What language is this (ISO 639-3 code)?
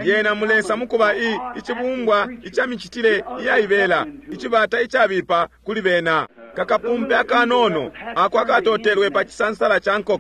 bem